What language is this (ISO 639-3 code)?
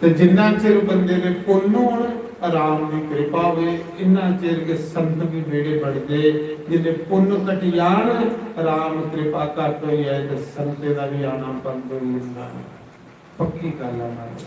doi